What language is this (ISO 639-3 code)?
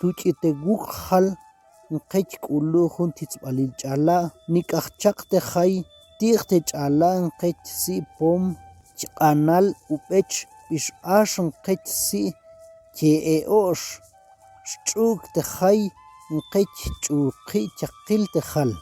ttc